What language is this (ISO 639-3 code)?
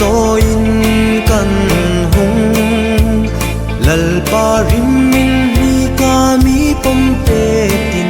hmr